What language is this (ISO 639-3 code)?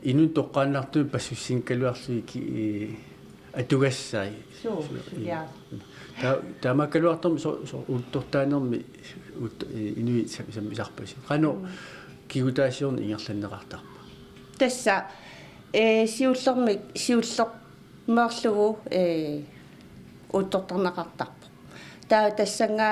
kal